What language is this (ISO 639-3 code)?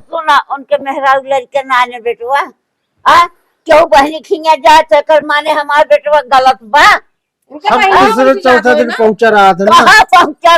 awa